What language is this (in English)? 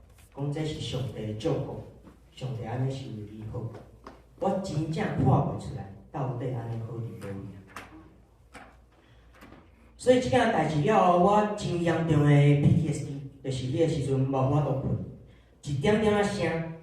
Min Nan Chinese